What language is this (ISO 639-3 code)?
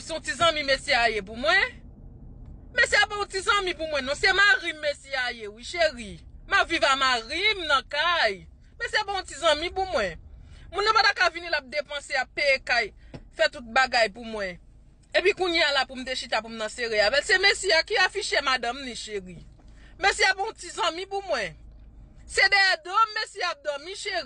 hat